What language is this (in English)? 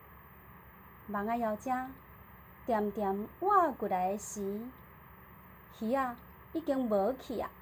Min Nan Chinese